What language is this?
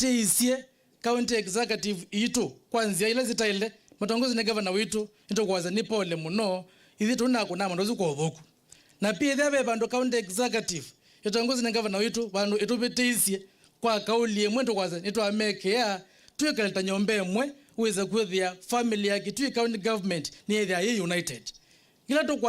Kamba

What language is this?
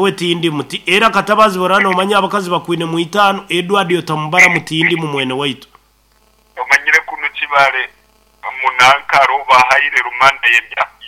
Nyankole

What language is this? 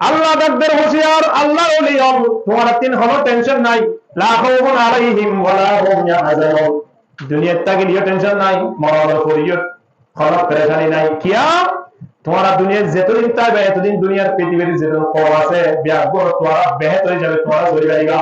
Rohingya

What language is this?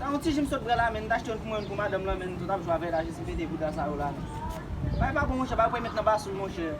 Haitian Creole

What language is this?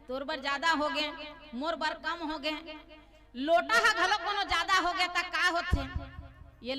Chhattisgarhi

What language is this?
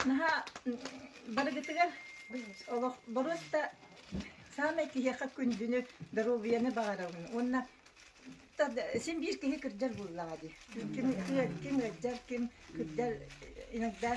Yakut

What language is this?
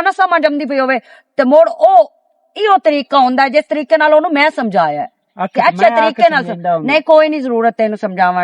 Western Panjabi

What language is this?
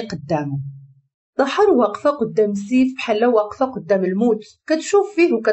Moroccan Arabic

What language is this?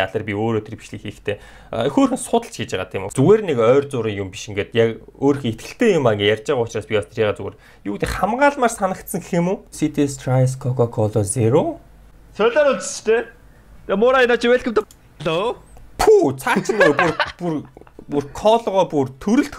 Mongolian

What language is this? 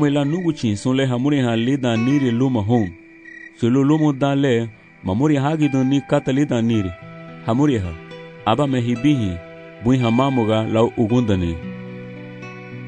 Garifuna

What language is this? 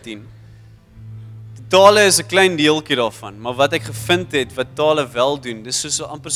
Afrikaans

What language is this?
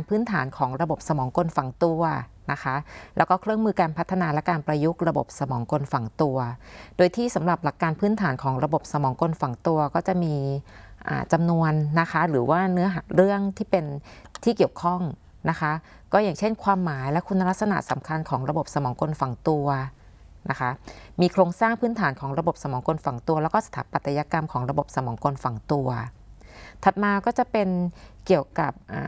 Thai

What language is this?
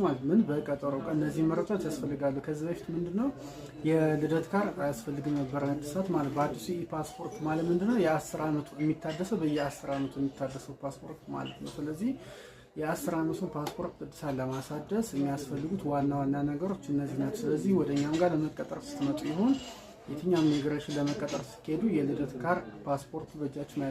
Amharic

